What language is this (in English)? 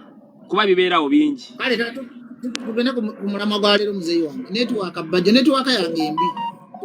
Ganda